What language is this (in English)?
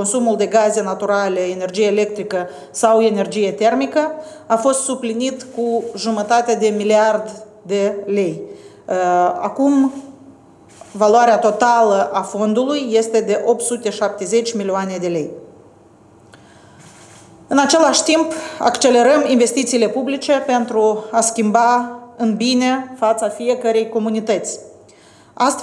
Romanian